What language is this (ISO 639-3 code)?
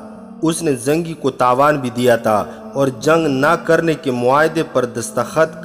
urd